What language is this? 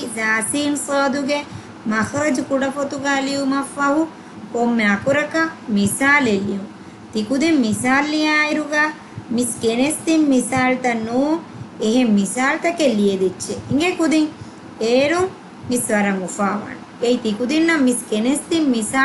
Divehi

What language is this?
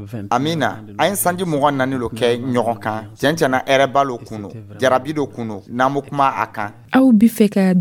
Dyula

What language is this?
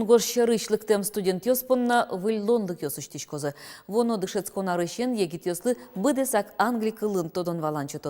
Udmurt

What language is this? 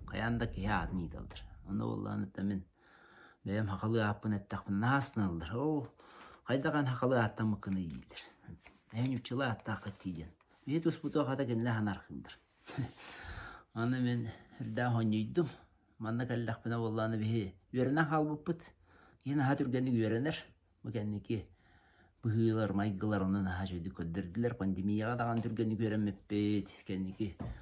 Yakut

